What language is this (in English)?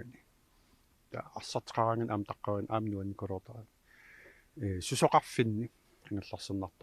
Kalaallisut